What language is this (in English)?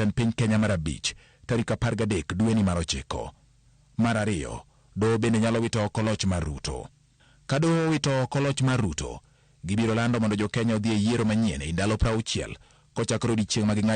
Luo (Kenya and Tanzania)